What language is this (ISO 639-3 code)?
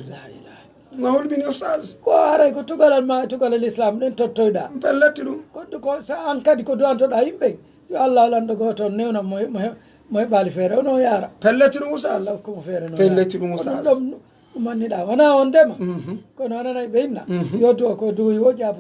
fuf